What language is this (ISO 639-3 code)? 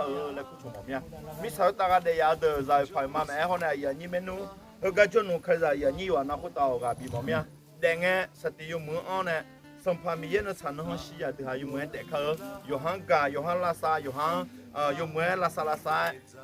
ahk